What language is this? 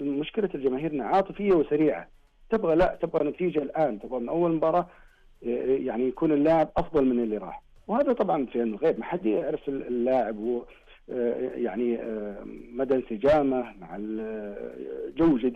Najdi Arabic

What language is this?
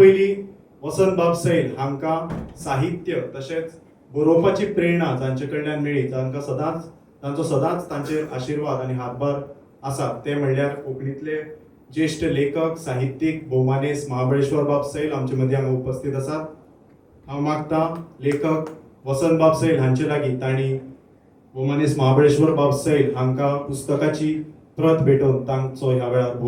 Konkani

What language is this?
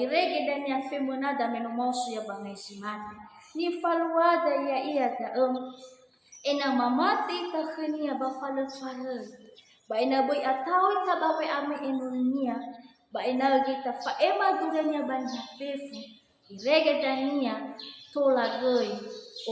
Nias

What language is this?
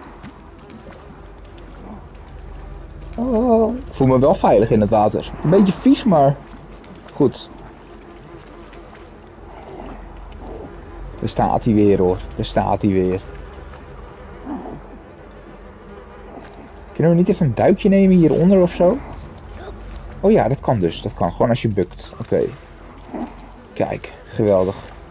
Dutch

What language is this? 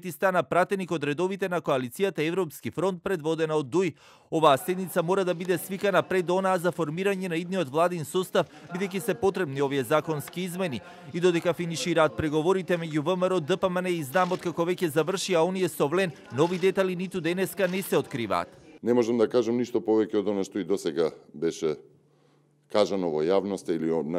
Macedonian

